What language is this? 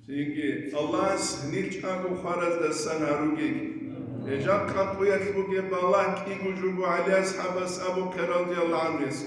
Avaric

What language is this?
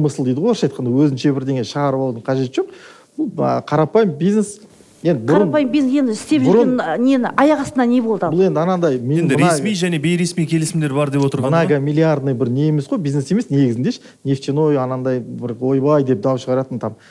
Kazakh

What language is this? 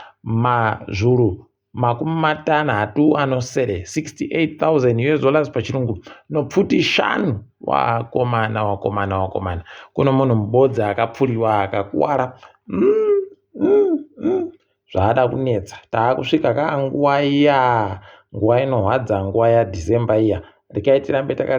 Ndau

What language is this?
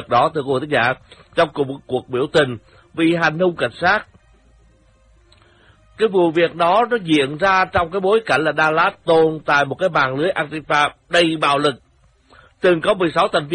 Vietnamese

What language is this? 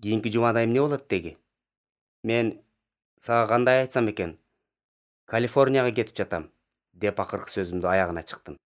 Kyrgyz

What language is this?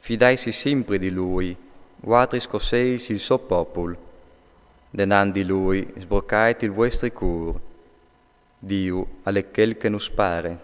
Friulian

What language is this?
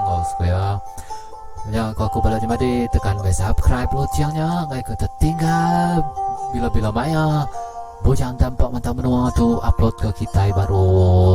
Iban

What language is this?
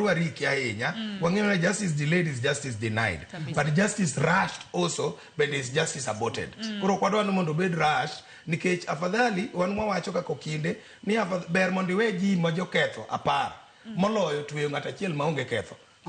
Luo (Kenya and Tanzania)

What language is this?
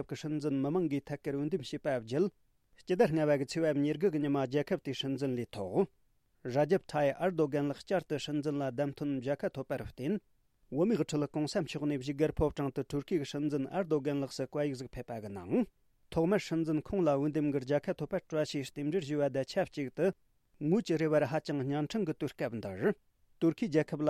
Tibetan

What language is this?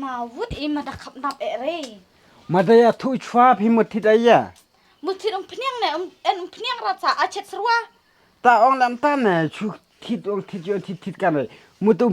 Khasi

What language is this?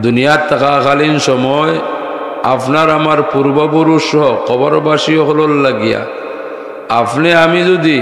Sylheti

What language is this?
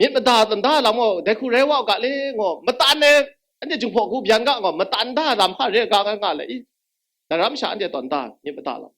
Kachin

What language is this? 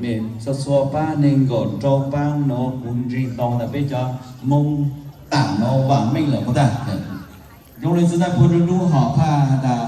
Hmong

